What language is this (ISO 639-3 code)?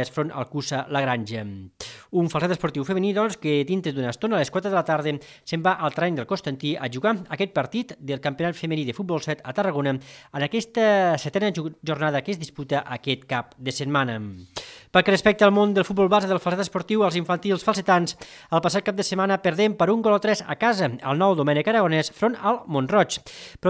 cat